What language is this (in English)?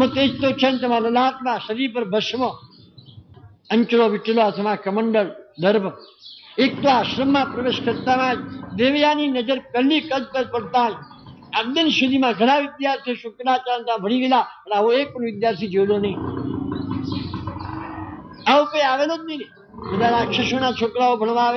Gujarati